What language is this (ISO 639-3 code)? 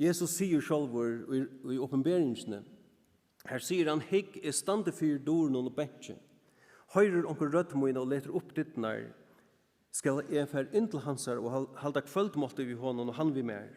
fao